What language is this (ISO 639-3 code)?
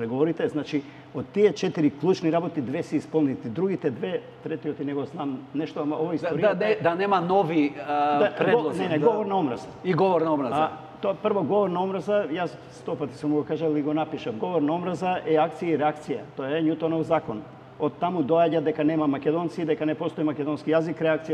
mkd